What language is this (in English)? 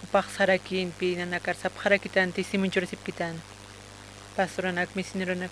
Aymara